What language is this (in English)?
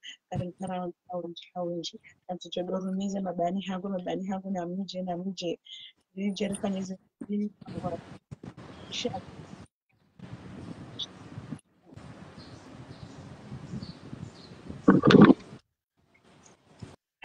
Swahili